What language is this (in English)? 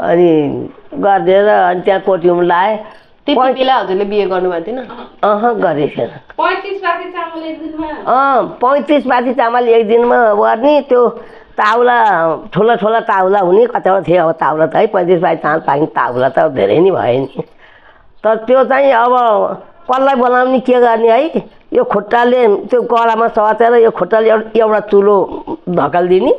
Nepali